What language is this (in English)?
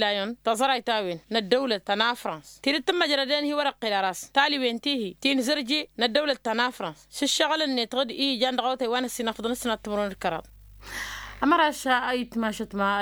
Tamasheq